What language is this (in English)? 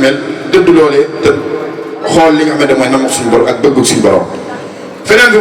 Wolof